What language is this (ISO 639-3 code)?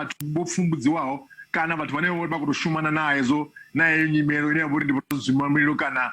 ven